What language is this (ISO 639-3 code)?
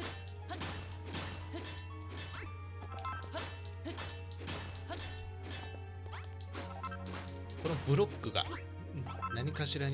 jpn